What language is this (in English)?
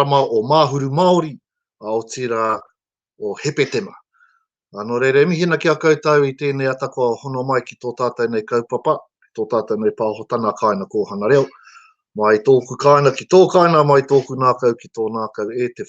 Māori